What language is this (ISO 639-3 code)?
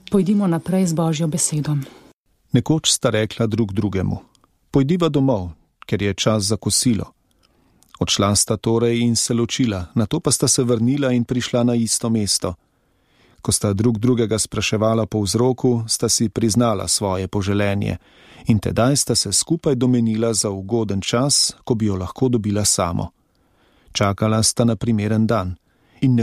slv